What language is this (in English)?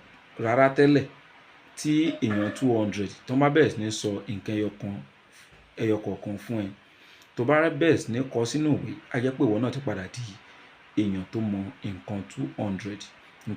Yoruba